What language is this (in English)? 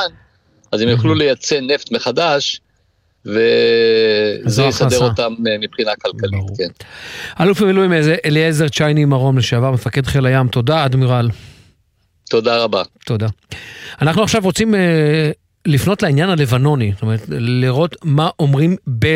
Hebrew